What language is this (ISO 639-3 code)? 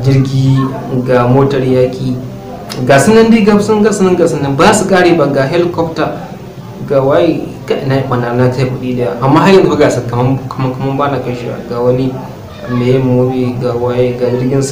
hau